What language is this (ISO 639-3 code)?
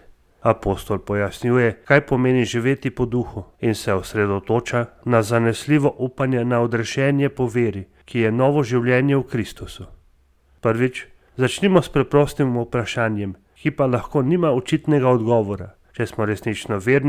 slv